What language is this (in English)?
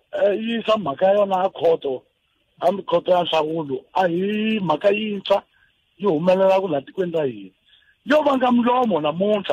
Tsonga